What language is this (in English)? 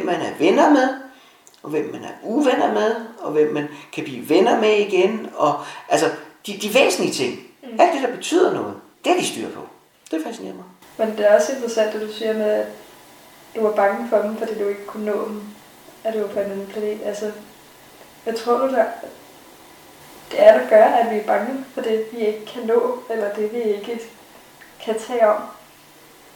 Danish